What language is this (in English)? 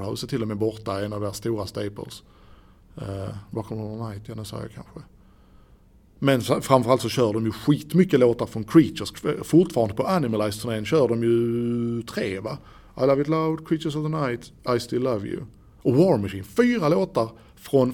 Swedish